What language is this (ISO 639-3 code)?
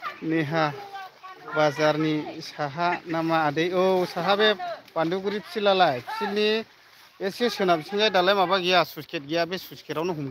brx